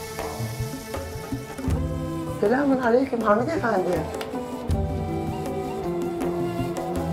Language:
Turkish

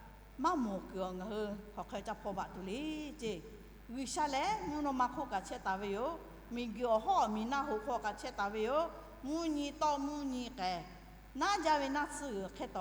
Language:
Lahu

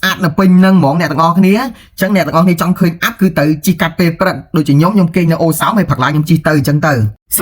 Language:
Khmer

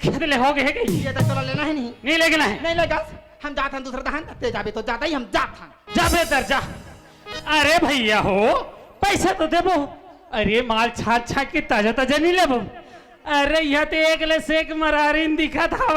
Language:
Chhattisgarhi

